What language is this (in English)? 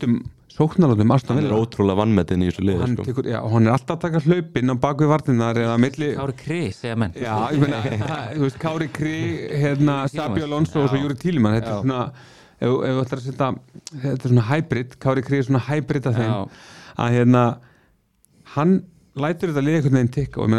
Icelandic